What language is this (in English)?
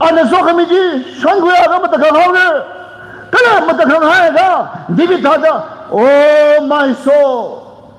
Tangkhul Naga (India)